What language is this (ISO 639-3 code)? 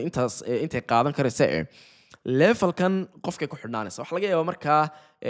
som